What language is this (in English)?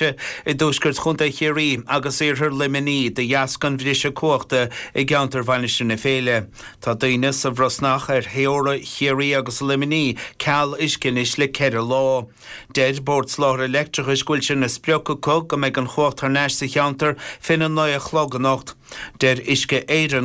Irish